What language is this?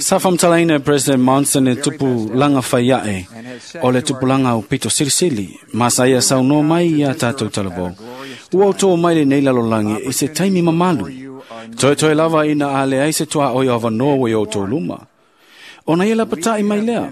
Samoan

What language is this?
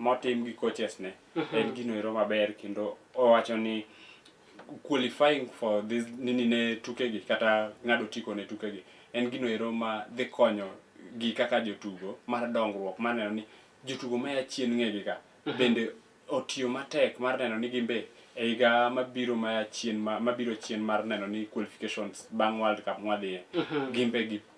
Luo (Kenya and Tanzania)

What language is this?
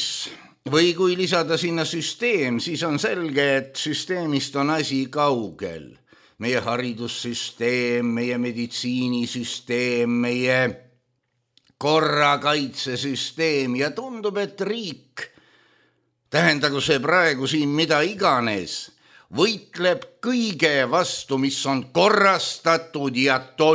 Estonian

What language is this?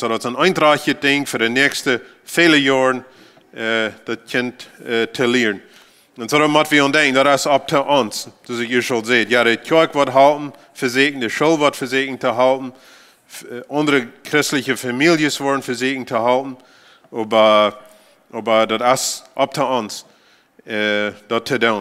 Plautdietsch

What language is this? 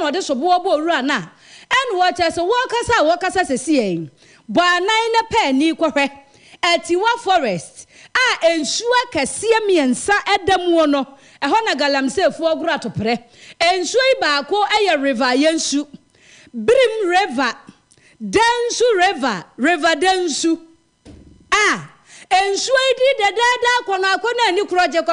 Akan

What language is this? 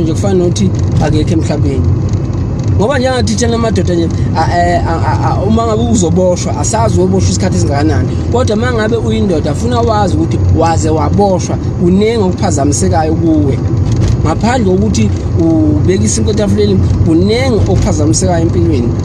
Zulu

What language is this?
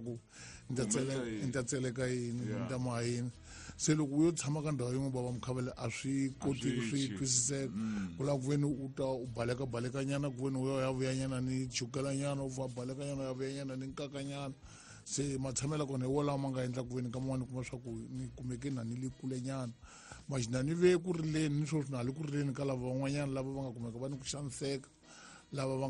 Tsonga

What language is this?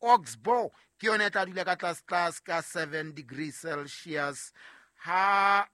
Southern Sotho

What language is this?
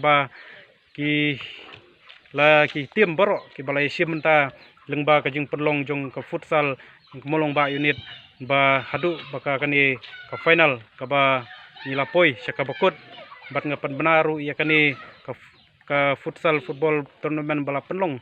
Khasi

